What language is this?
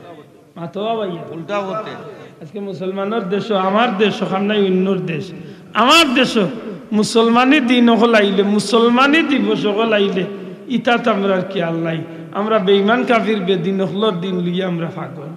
Sylheti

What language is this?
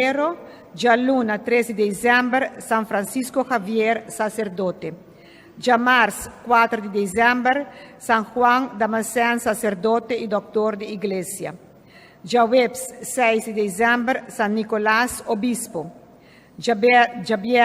Papiamento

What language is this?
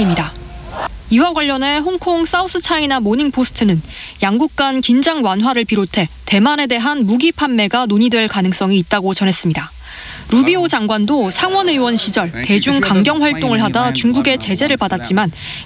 Korean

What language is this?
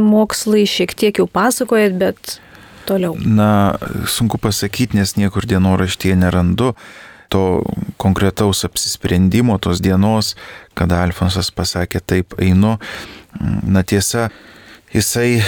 Lithuanian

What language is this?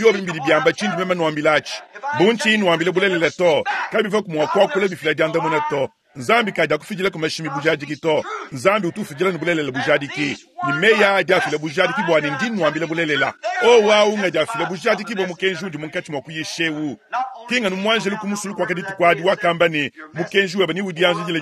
Luba-Lulua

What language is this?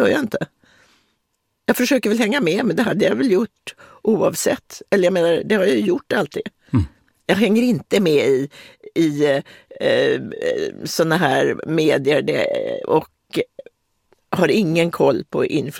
Swedish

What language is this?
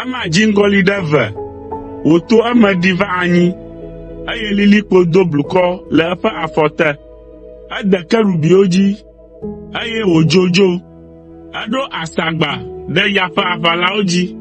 Ewe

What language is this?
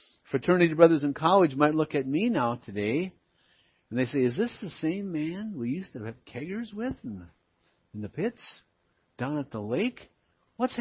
English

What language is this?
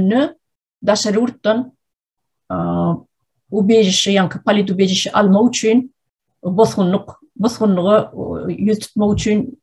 Turkmen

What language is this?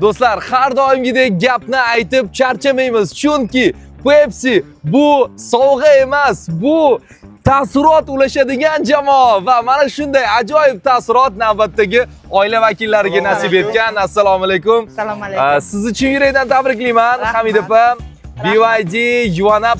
Uzbek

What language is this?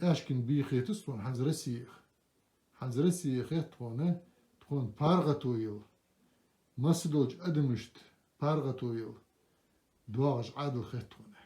Ingush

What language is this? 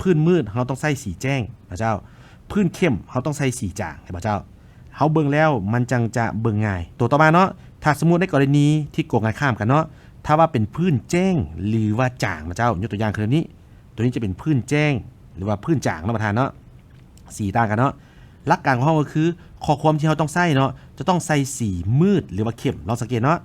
Lao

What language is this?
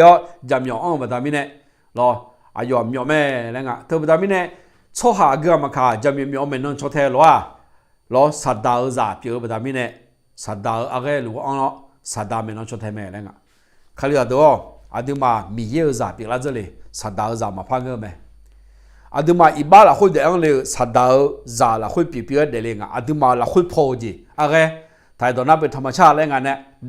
Akha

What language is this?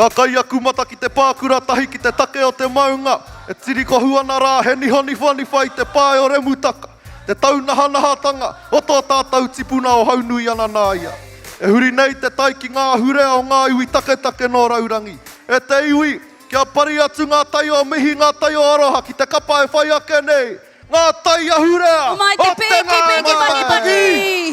Māori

